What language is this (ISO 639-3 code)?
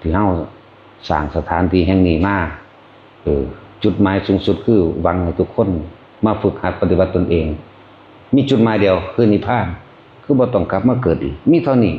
tts